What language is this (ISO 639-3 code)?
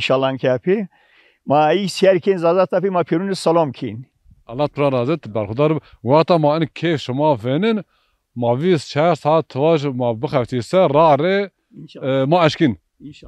zza